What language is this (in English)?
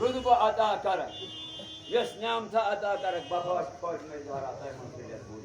Kashmiri